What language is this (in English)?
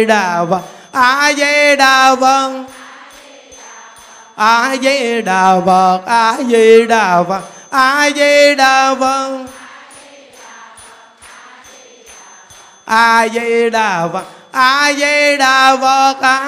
Vietnamese